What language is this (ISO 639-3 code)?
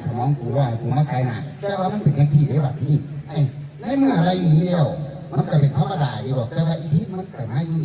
tts